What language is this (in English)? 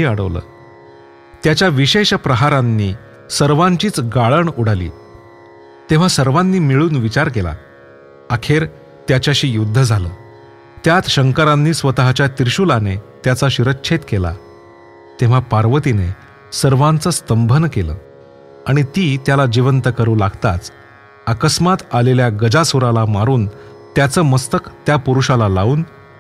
Marathi